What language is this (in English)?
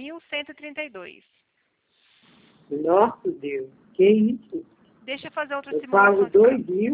Portuguese